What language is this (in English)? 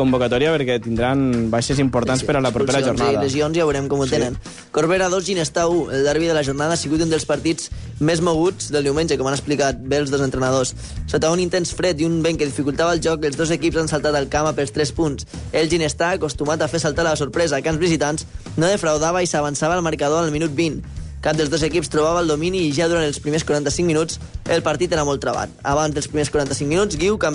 Catalan